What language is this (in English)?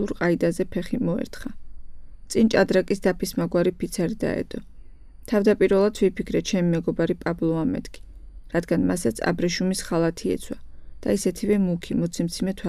Georgian